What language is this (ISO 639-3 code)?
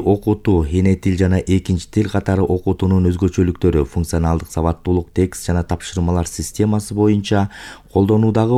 kir